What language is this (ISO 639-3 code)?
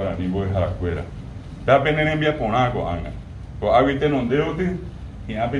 grn